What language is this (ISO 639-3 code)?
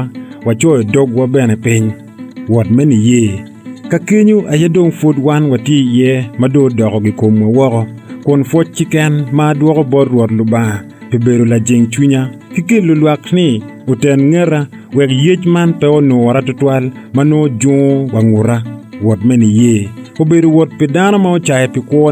ach